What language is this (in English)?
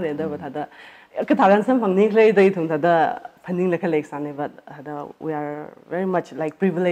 Tangkhul Naga (India)